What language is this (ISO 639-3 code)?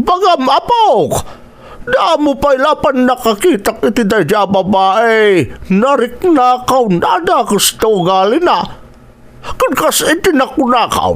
ilo